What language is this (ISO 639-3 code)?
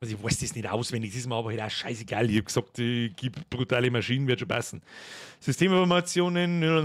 bar